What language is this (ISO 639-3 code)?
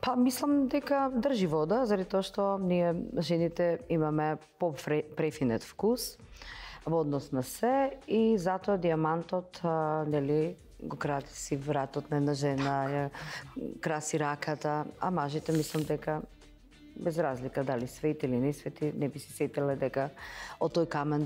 mkd